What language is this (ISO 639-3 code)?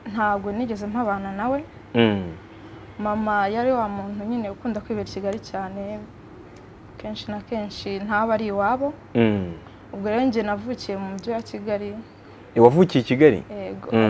kin